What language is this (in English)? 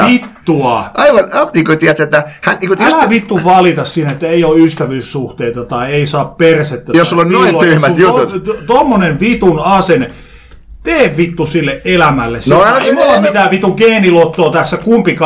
Finnish